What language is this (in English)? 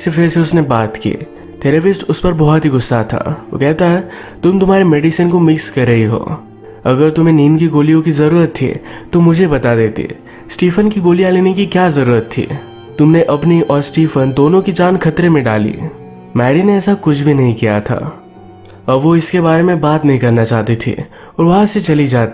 Hindi